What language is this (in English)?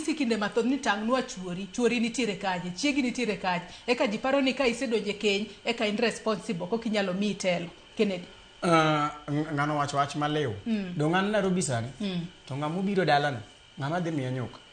Luo (Kenya and Tanzania)